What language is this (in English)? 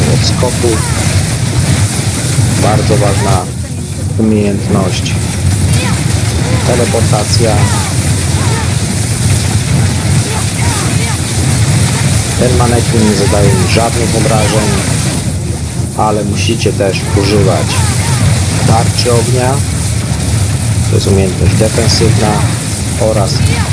Polish